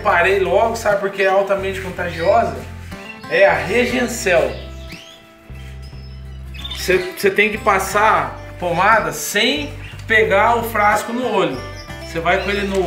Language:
Portuguese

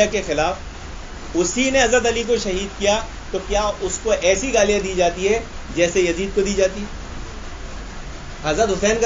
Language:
Urdu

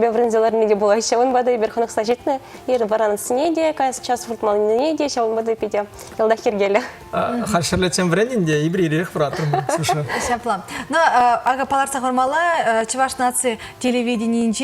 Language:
Chuvash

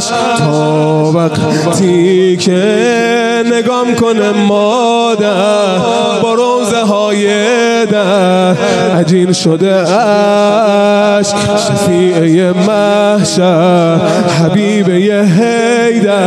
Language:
Persian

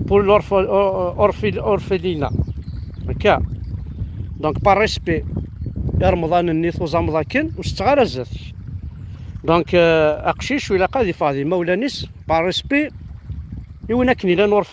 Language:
Kabyle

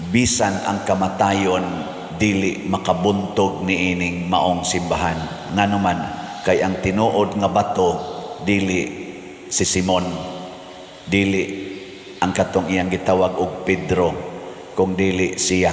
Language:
Cebuano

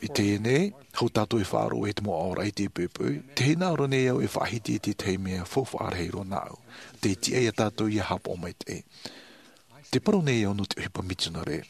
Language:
Tahitian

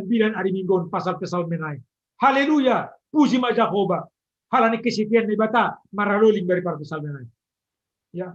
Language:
Batak Simalungun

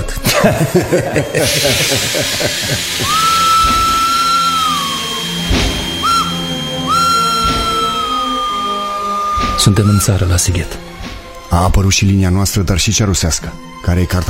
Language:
Romanian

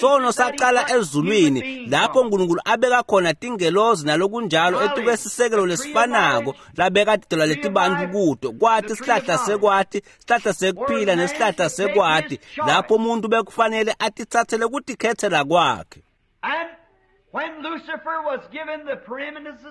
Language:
Swati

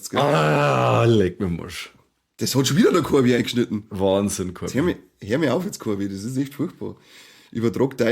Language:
Bavarian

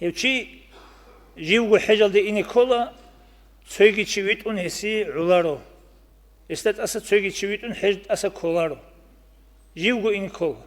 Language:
Avaric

